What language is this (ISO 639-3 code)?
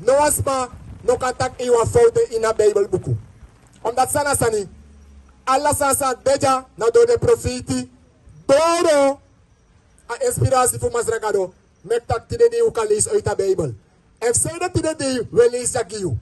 srn